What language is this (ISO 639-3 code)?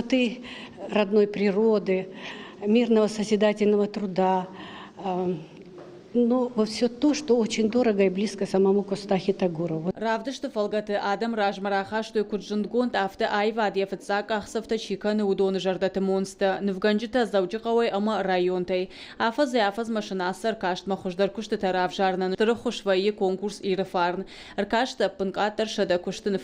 oss